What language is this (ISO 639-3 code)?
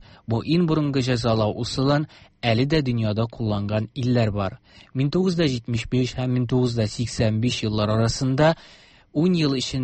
tat